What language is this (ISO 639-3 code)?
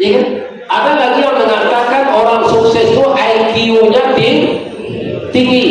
min